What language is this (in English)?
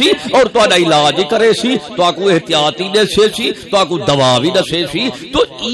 Saraiki